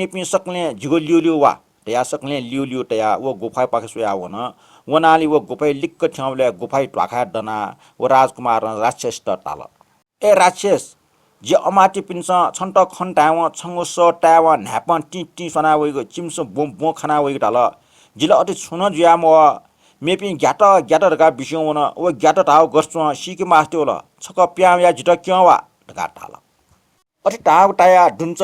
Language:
Newari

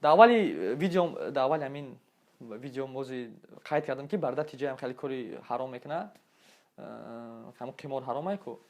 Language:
Tajik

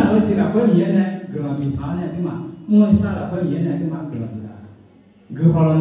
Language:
Akha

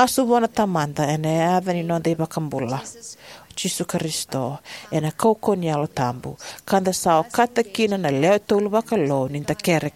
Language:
Fijian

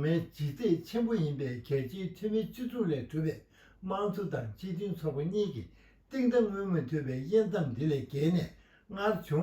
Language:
Tibetan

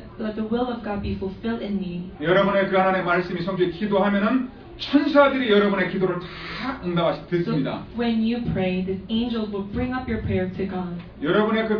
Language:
Korean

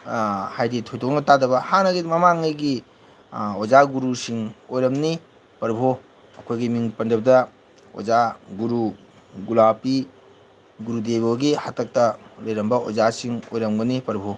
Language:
Manipuri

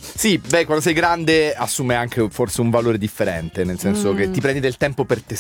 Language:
Italian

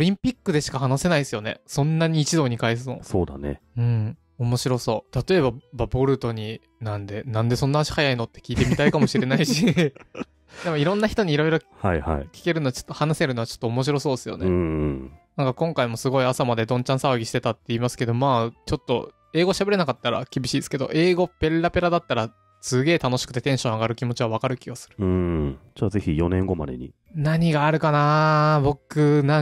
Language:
Japanese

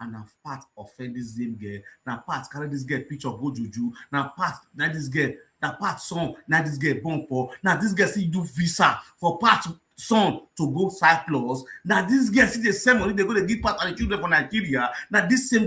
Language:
Nigerian Pidgin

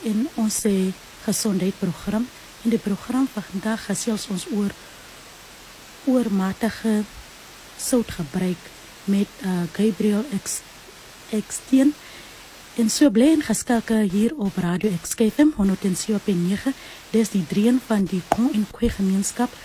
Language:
Afrikaans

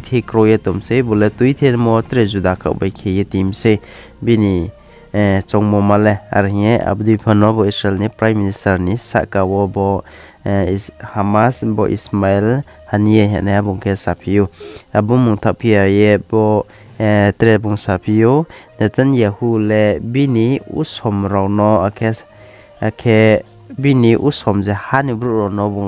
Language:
Riang (India)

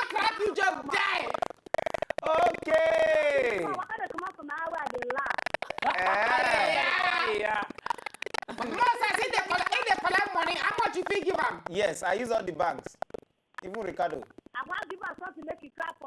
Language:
Nigerian Pidgin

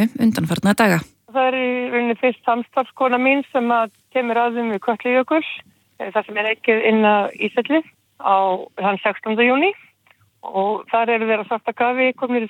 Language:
Icelandic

